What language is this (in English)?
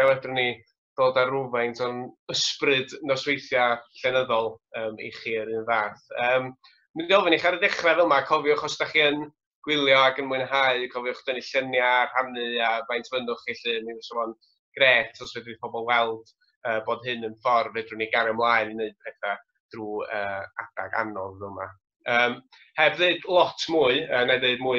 Welsh